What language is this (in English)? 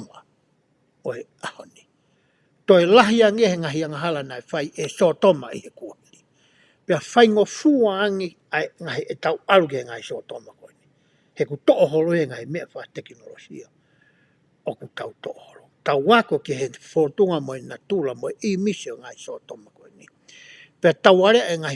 Tongan